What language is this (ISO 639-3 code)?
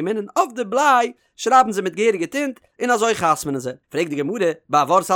yid